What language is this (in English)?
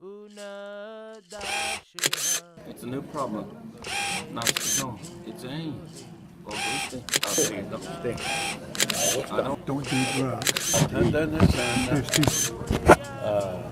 Cherokee